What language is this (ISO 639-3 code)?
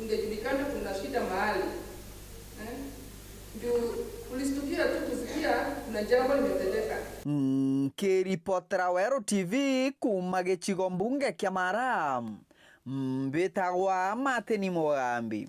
mer